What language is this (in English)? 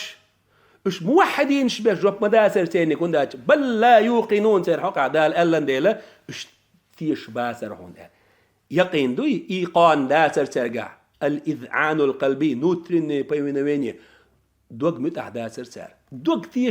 Chechen